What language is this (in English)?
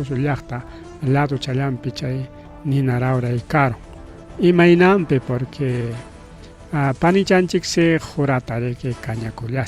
Ayacucho Quechua